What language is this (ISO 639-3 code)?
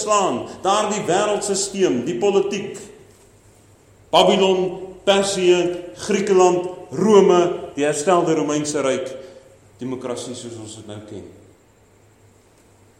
afr